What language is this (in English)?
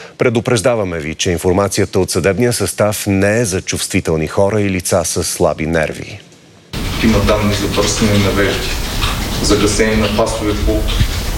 Bulgarian